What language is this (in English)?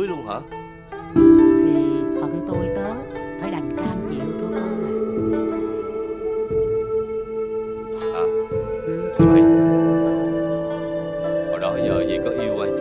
Vietnamese